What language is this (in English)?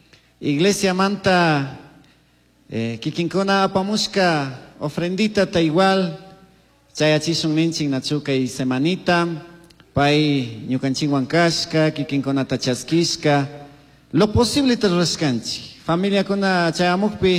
Chimborazo Highland Quichua